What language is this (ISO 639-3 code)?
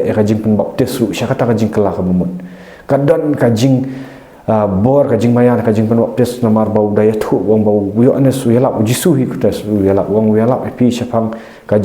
kha